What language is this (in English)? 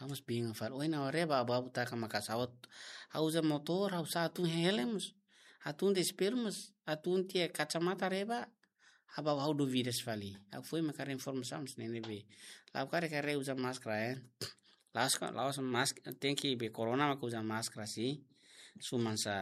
Tetum